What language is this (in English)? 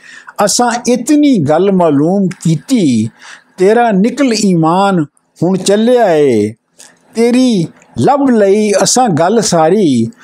Punjabi